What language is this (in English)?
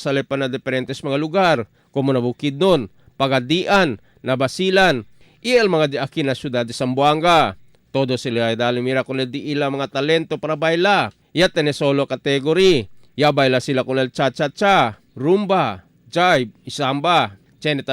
Chavacano